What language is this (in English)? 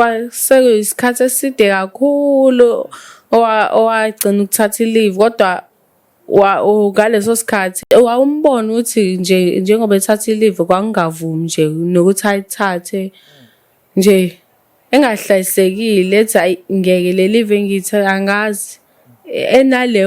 Zulu